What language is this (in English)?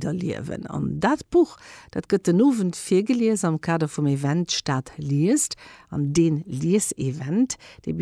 Luxembourgish